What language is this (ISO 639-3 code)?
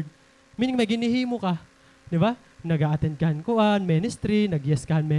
war